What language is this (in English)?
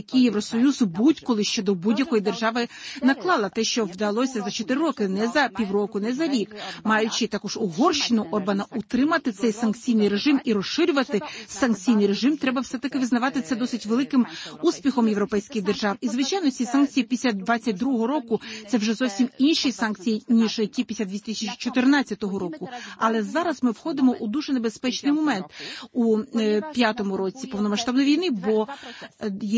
Ukrainian